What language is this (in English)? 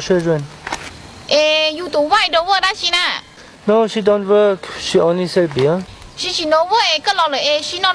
Hmong